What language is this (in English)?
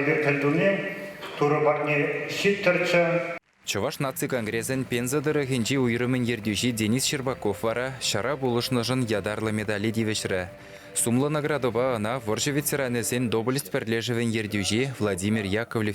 Chuvash